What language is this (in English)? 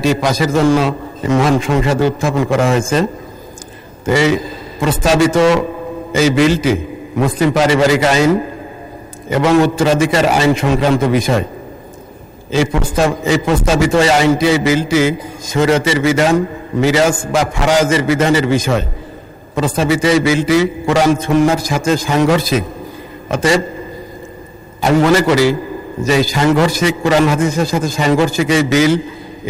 Bangla